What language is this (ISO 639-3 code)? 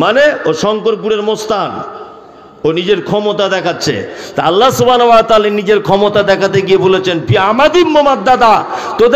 ben